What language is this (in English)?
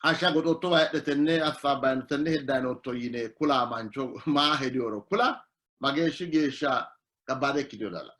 Sidamo